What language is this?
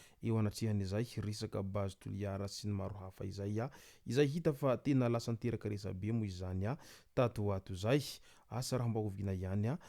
Malagasy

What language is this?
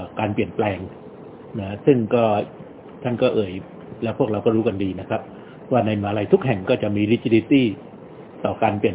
Thai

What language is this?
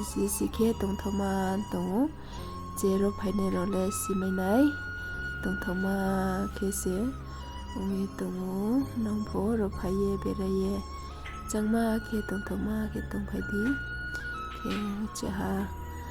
Riang (India)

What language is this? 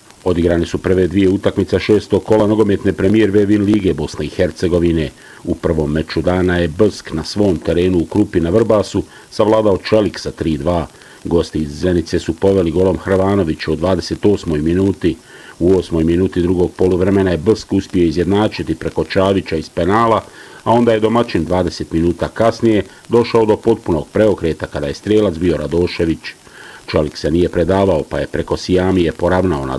Bosnian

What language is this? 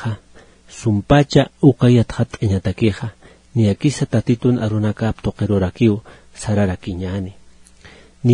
Aymara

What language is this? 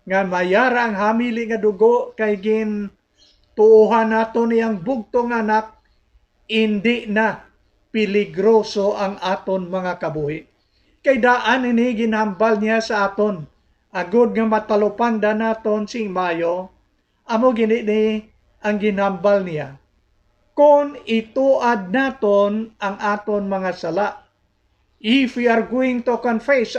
Hiligaynon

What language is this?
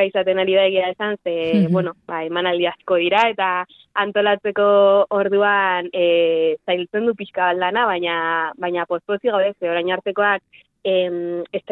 Basque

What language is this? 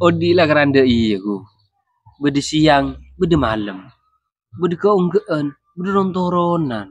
Madurese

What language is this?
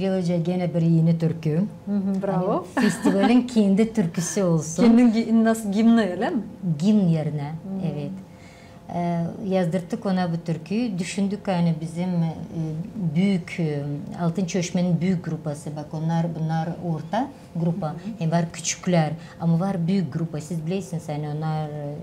Gagauz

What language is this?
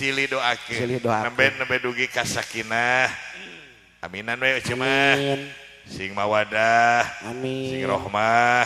Sundanese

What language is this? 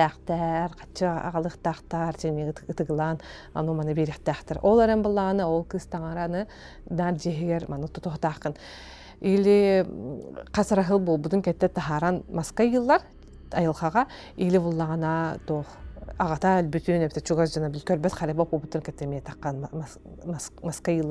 Yakut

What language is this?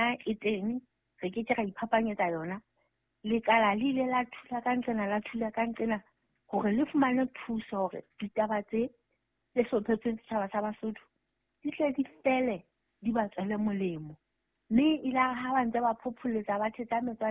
Southern Sotho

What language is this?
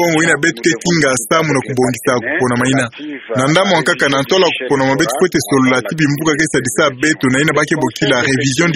Kituba (Democratic Republic of Congo)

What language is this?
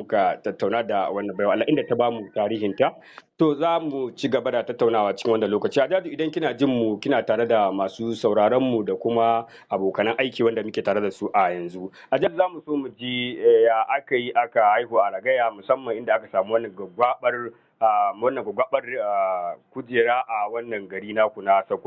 Hausa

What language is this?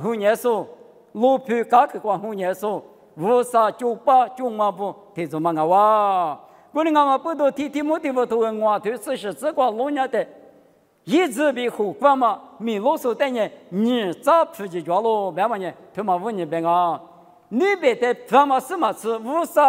Lisu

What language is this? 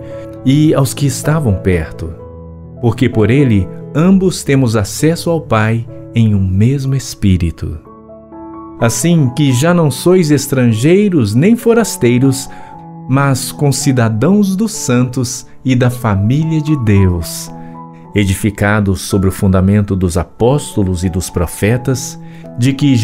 Portuguese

